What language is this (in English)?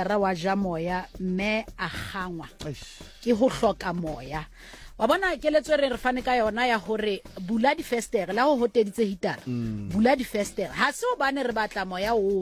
Southern Sotho